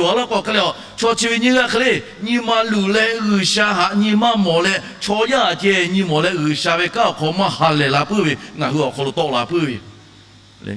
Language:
Lahu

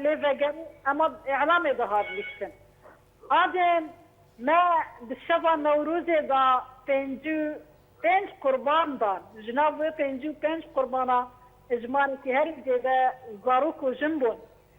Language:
Kurdish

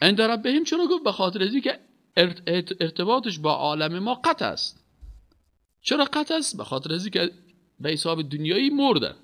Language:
Persian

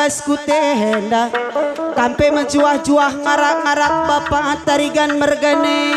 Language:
Batak Karo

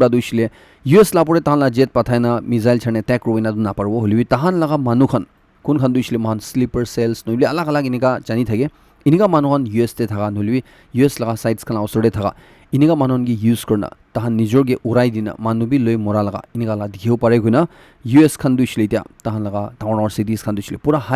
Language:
Naga Pidgin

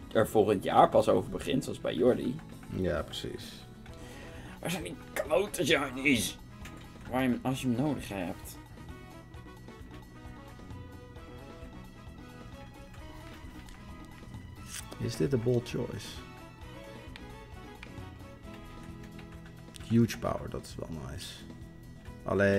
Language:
Dutch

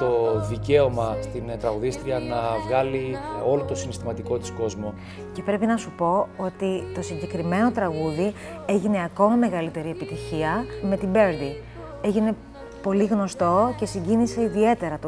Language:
Greek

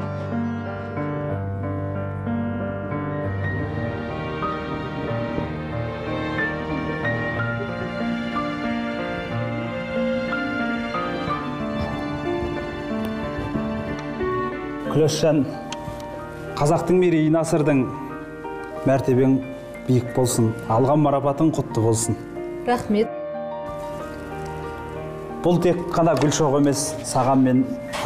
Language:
Kazakh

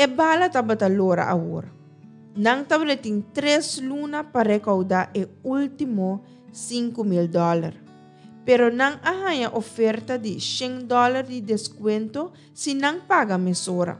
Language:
Papiamento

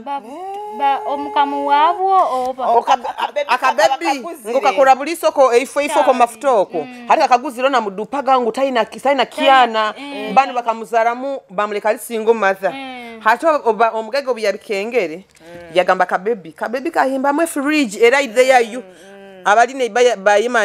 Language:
Nyoro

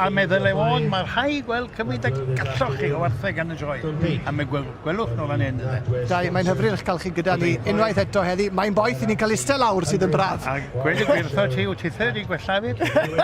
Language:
Welsh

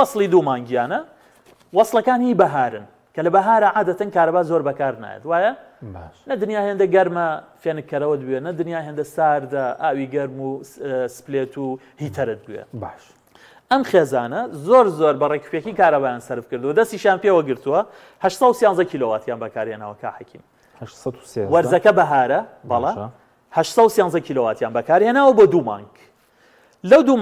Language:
Central Kurdish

